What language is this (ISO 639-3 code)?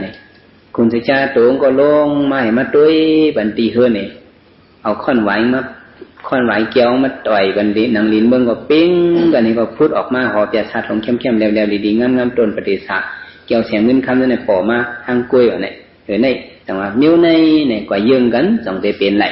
shn